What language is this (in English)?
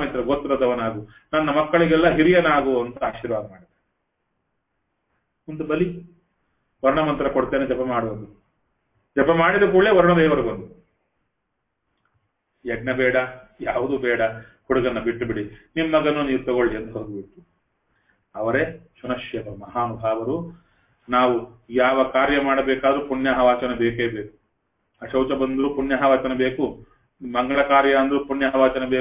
Kannada